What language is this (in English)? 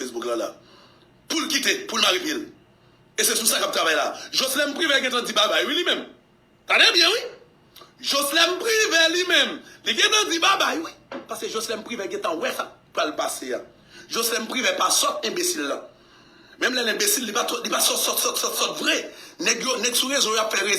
Haitian Creole